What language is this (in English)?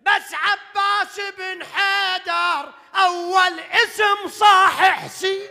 Mesopotamian Arabic